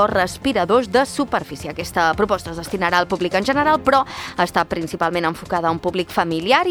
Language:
Catalan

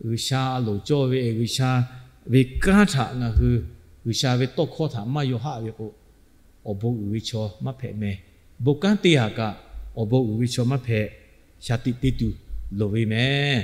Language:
Lahu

